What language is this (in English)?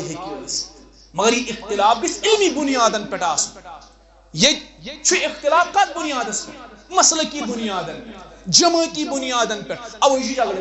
Kashmiri